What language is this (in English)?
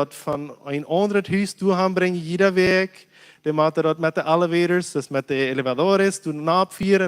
Plautdietsch